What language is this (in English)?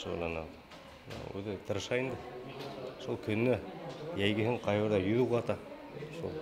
Bashkir